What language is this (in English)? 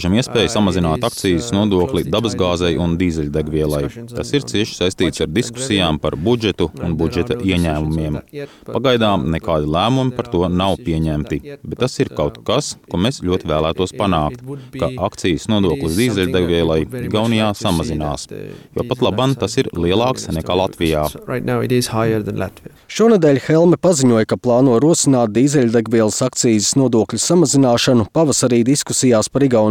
Latvian